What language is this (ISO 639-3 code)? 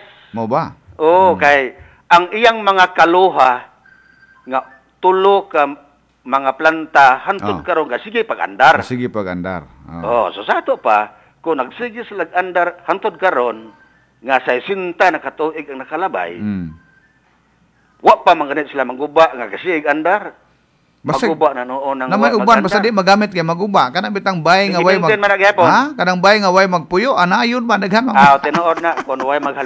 ceb